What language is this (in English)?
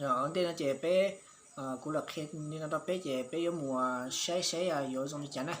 Hmong